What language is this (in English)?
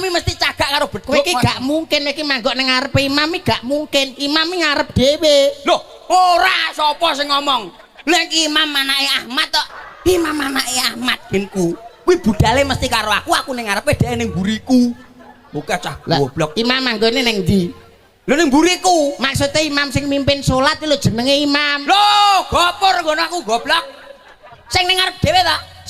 Javanese